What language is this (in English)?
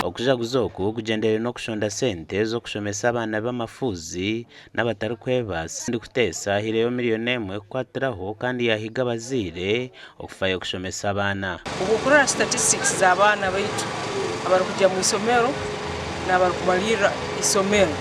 Nyankole